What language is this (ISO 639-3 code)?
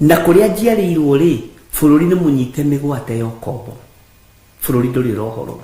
kik